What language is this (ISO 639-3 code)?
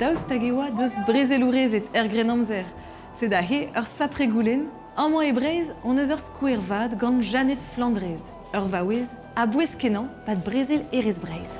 bre